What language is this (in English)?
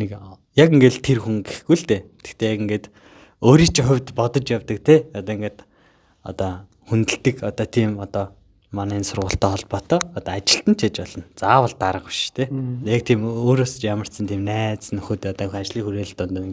Mongolian